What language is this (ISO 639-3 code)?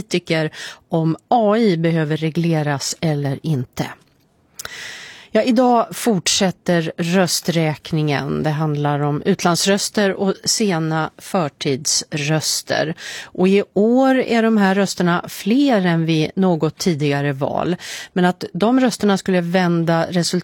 swe